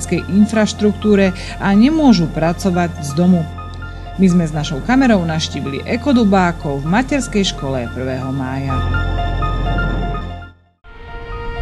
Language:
Slovak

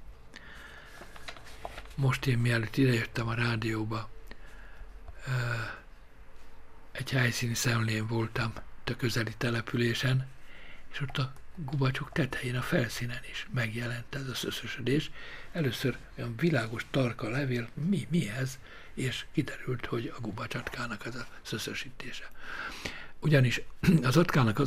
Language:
Hungarian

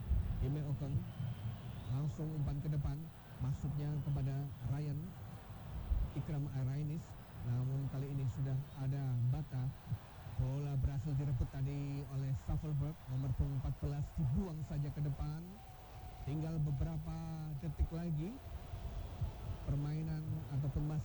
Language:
Indonesian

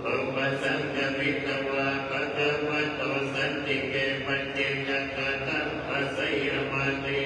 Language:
Pali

